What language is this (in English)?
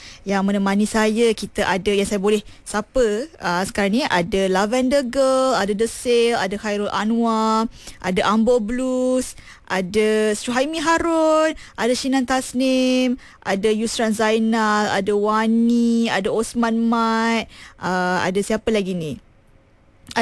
Malay